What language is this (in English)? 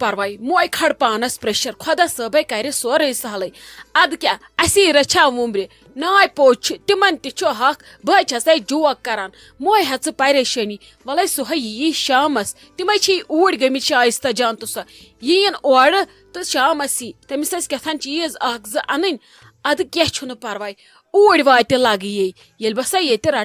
Kashmiri